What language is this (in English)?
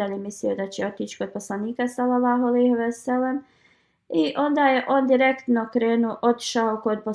Bosnian